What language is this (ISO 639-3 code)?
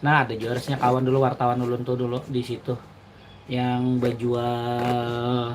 bjn